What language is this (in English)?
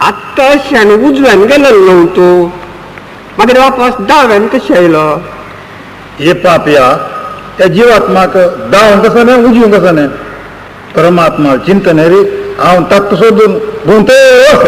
Konkani